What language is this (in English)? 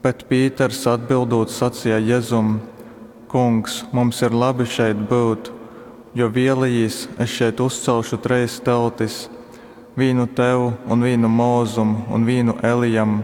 Latgalian